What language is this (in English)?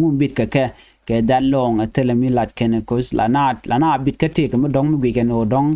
Nuer